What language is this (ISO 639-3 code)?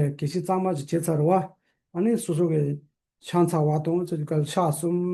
bod